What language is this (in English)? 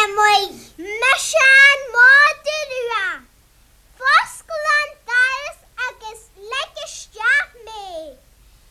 Irish